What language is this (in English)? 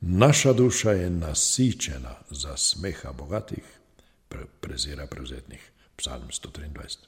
Slovenian